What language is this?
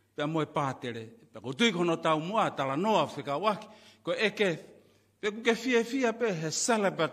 Tongan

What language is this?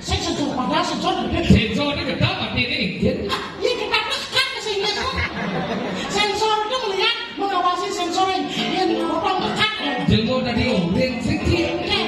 Balinese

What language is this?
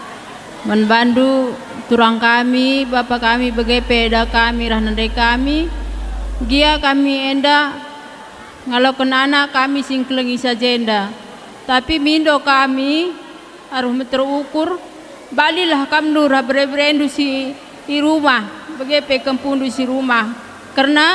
Batak Karo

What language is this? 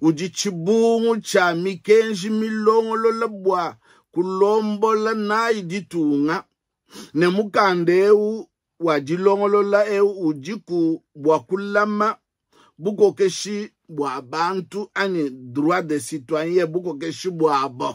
Luba-Lulua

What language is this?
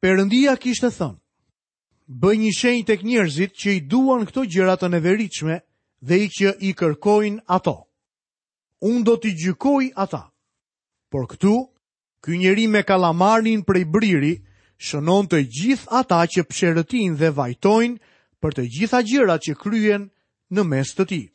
Albanian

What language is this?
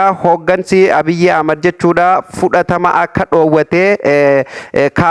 Oromo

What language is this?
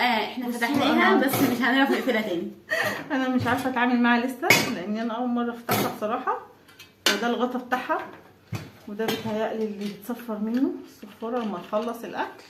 Egyptian Arabic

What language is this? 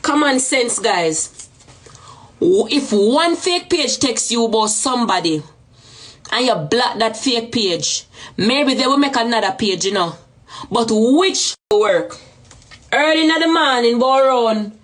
Jamaican Creole English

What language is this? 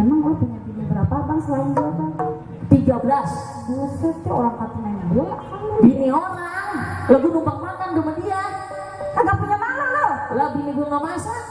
Betawi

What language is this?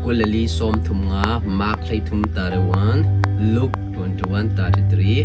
Hakha Chin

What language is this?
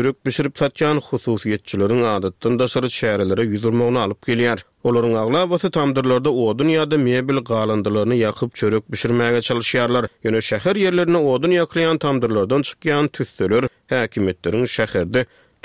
Turkmen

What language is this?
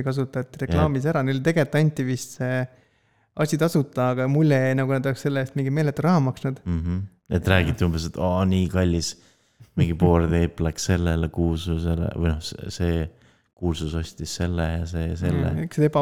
Estonian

